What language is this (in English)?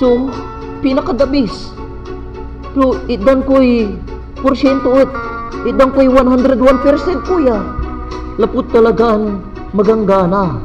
Pangasinan